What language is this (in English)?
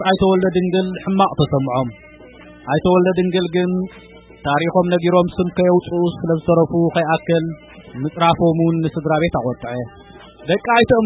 Tigrinya